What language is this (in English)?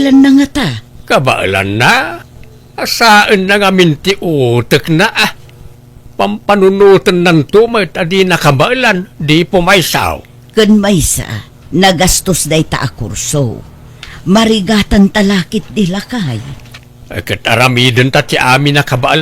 Iloko